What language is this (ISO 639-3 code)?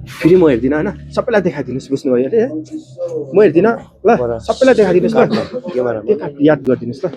nep